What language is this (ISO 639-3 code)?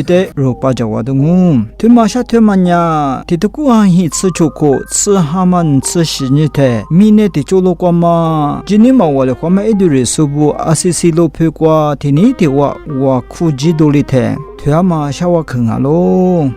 lis